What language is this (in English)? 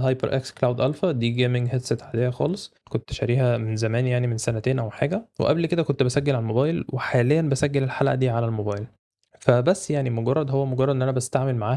Egyptian Arabic